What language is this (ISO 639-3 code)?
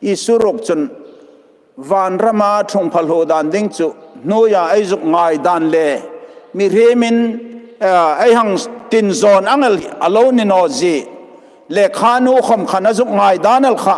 hmr